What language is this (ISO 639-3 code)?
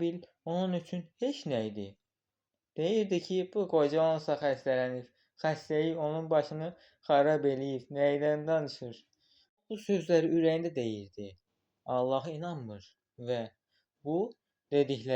aze